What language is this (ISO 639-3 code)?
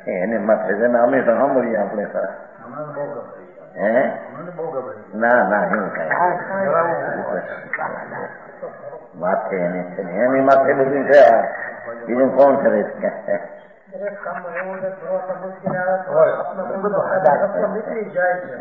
guj